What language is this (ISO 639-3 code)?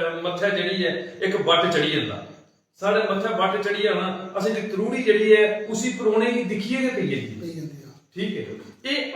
doi